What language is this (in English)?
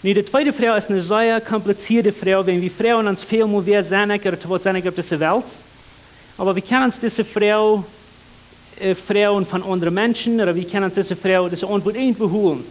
Plautdietsch